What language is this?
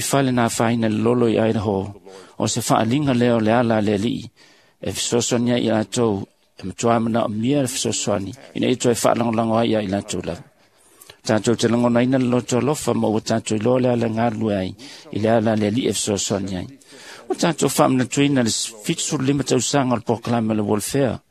Samoan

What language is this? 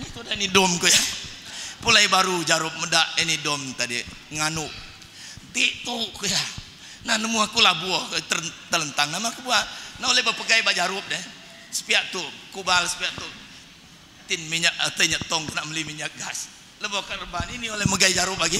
Iban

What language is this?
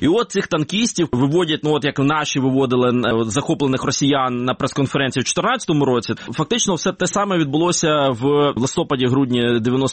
Ukrainian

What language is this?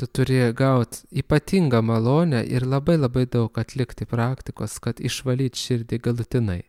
Lithuanian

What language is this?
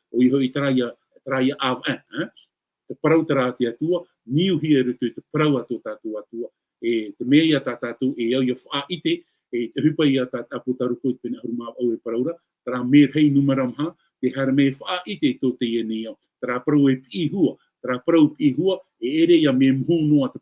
Tahitian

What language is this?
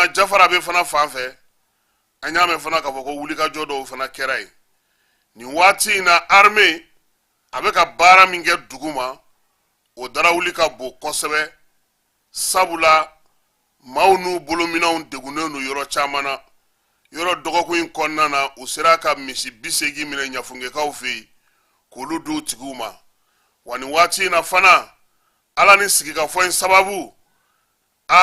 Bambara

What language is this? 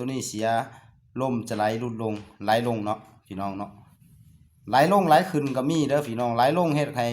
Lao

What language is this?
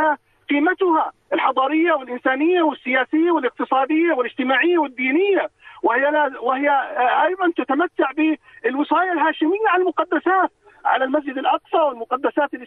Arabic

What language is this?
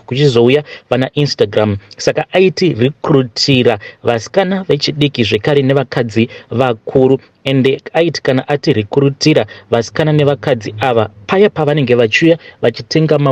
Shona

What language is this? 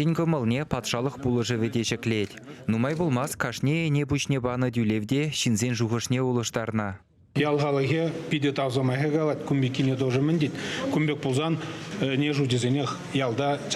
Chuvash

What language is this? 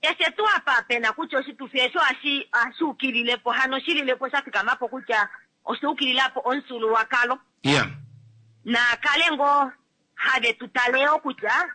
Kuanyama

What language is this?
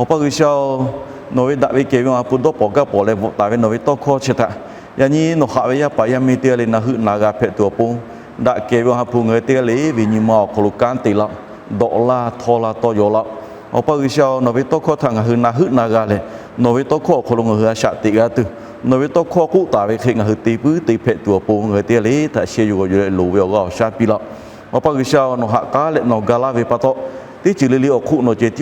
Lahu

